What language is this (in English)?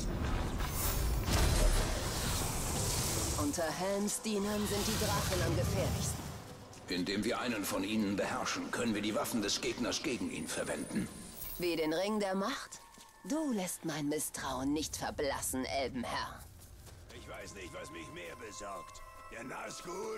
German